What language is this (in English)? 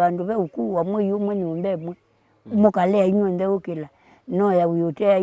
Kamba